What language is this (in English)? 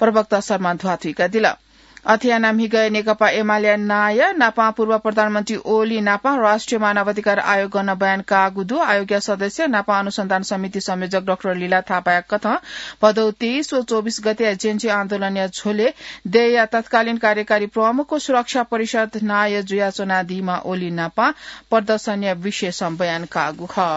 Newari